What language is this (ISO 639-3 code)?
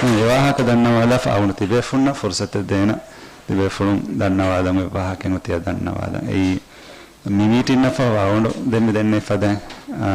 div